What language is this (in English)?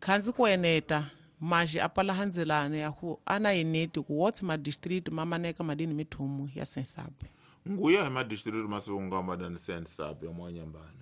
Tsonga